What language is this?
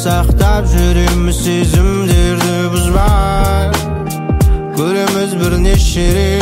Kazakh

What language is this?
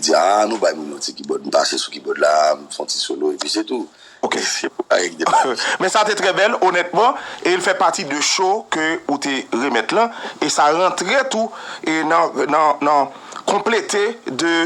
Haitian Creole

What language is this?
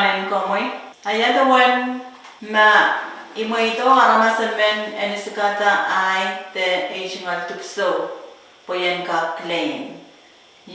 Pohnpeian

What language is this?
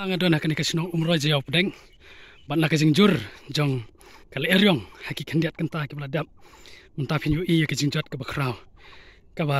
Khasi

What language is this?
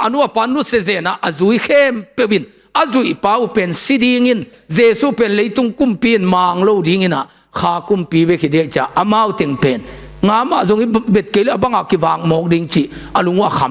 Tedim Chin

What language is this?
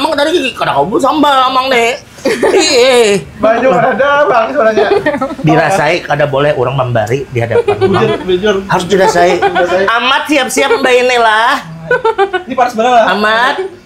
Banjar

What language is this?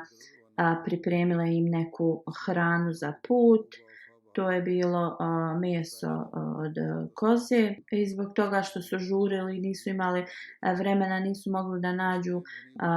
Bosnian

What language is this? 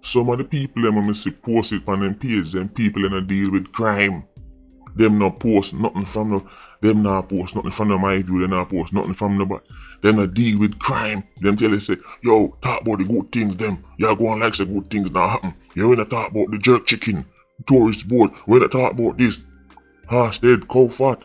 Jamaican Creole English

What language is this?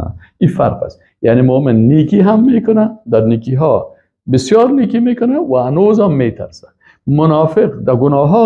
Persian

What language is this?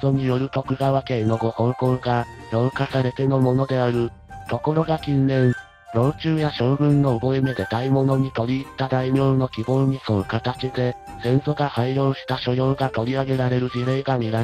Japanese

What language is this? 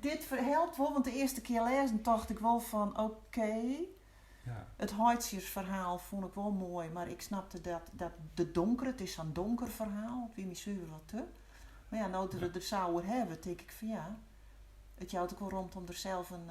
Western Frisian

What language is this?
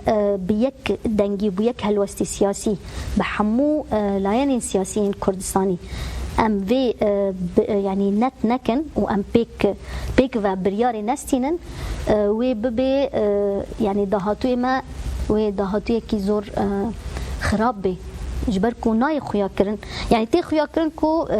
Kurdish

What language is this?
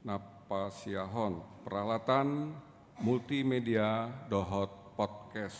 Batak Toba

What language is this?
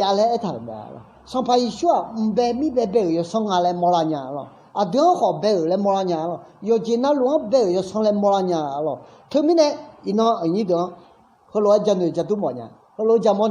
Akha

